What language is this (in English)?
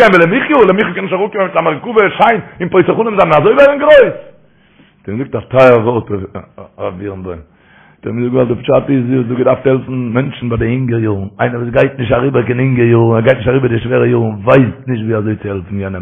Yiddish